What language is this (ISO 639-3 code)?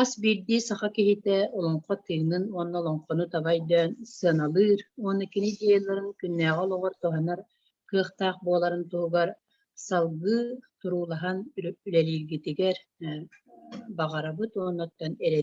sah